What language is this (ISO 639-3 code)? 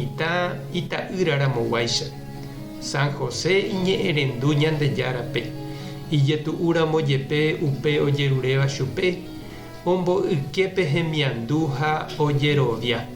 grn